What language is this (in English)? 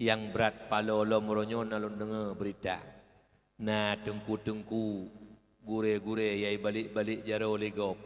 Achinese